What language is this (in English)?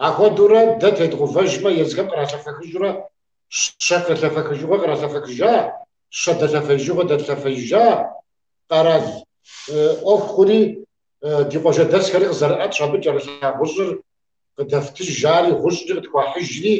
Kabardian